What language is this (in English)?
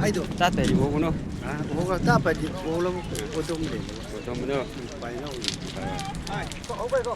Chang Naga